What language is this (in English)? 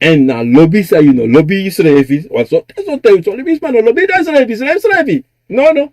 Sranan Tongo